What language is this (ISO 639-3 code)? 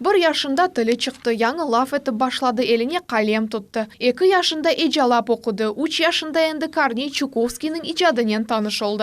crh